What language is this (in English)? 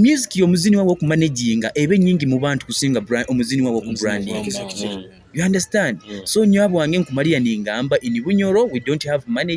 Nyoro